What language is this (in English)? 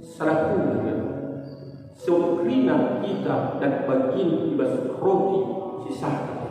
Batak Karo